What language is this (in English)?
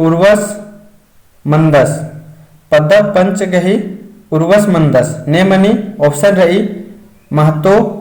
Kurukh